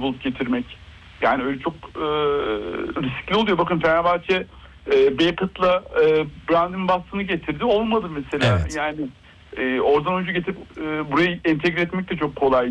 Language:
Turkish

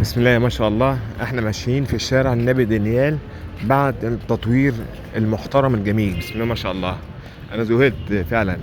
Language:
Egyptian Arabic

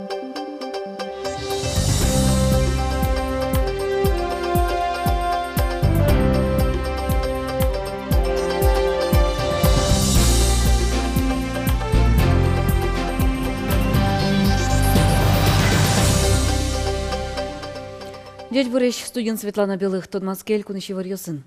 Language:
Udmurt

